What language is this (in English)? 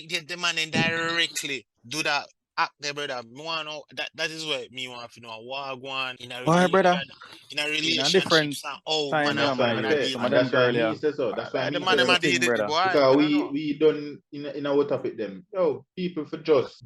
Jamaican Creole English